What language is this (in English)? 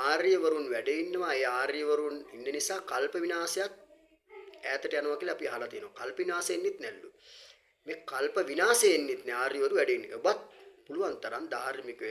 Sinhala